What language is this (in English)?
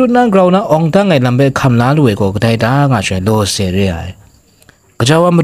Kachin